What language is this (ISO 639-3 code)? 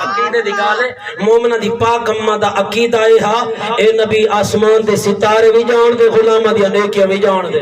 skr